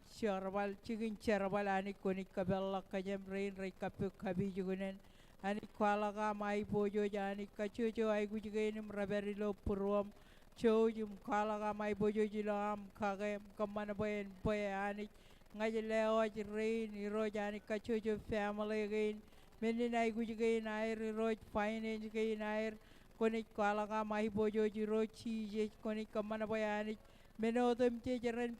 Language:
Marshallese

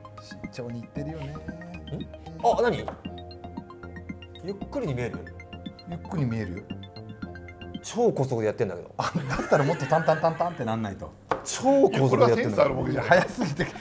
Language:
Japanese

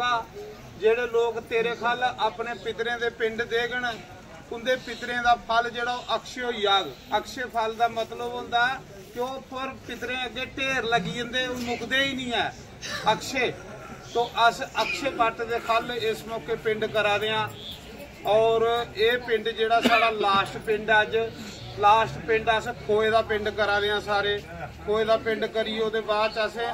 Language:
Dogri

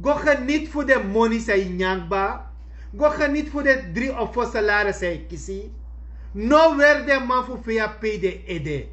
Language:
Sranan Tongo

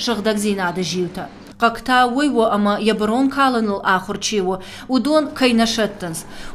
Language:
Ossetic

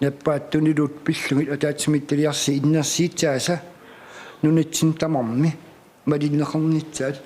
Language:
Kalaallisut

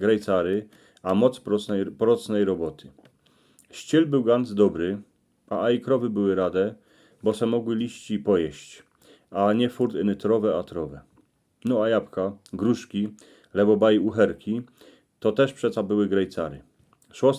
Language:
Silesian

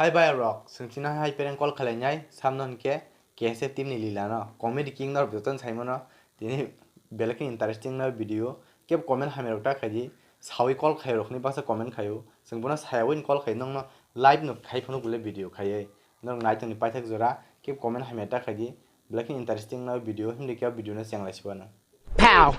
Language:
Kok Borok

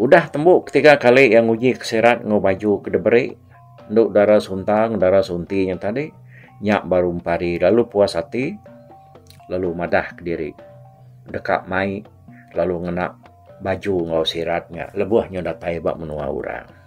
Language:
Iban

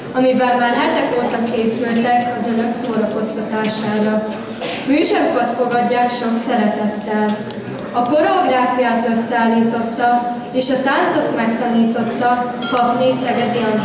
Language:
Hungarian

